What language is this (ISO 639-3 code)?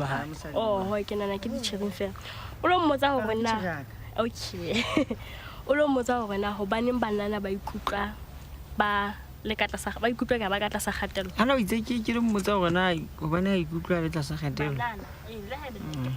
sot